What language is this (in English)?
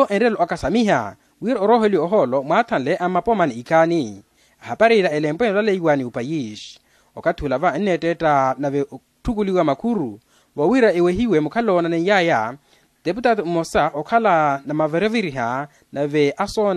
Makhuwa